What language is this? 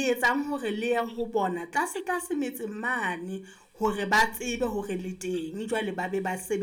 Southern Sotho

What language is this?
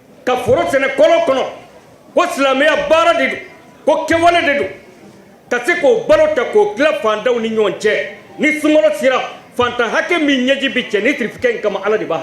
Bambara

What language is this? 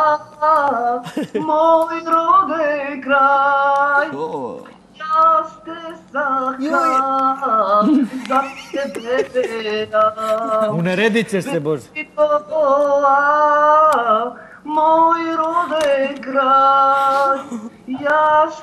Serbian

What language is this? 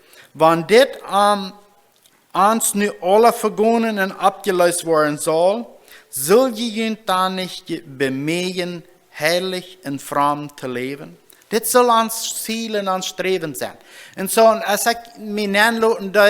Plautdietsch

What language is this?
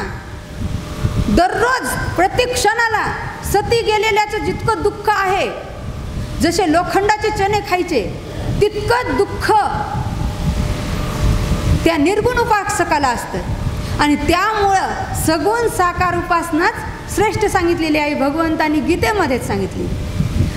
Marathi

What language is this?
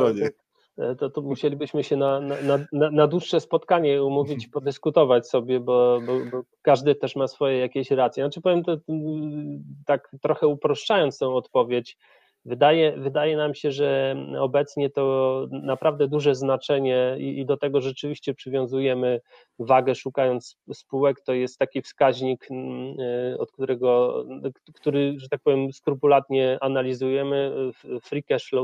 Polish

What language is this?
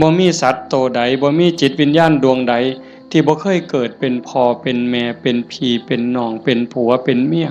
Northeastern Thai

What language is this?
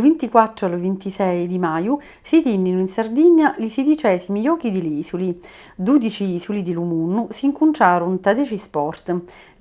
Sicilian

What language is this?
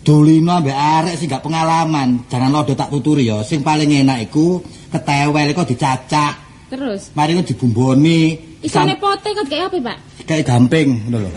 Javanese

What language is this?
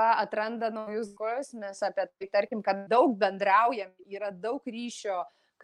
Lithuanian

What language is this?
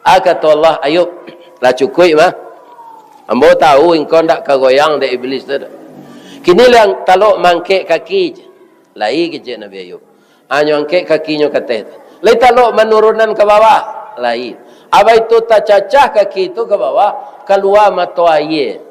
Minangkabau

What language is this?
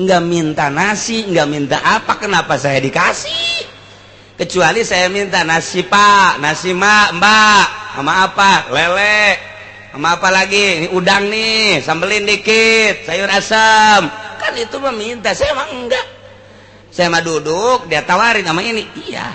Sundanese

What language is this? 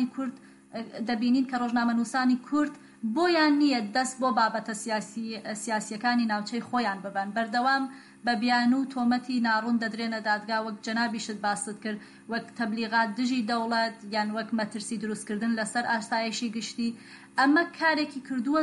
Central Kurdish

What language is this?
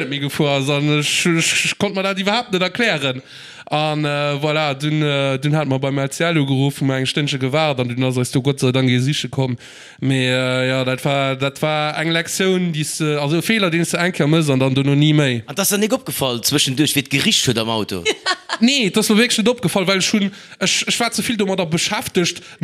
Luxembourgish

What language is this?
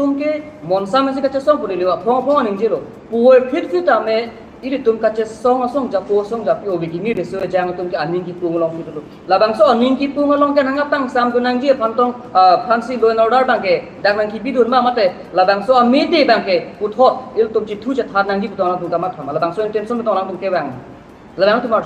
Karbi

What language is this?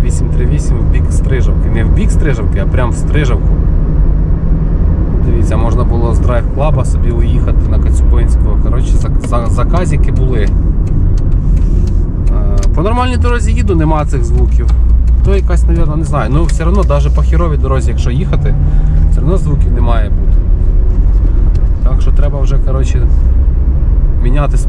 Ukrainian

